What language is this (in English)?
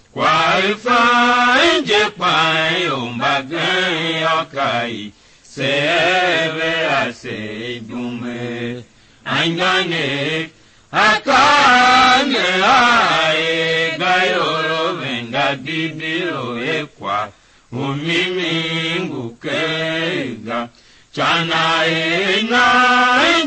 Tiv